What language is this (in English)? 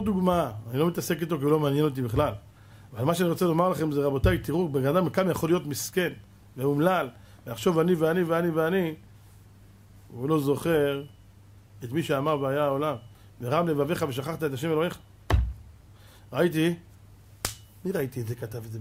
Hebrew